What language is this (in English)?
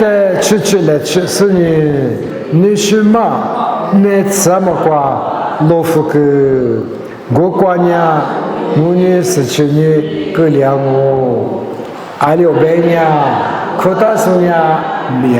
Lisu